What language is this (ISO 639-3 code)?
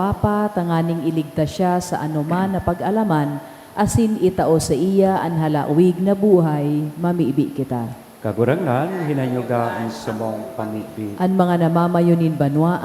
bik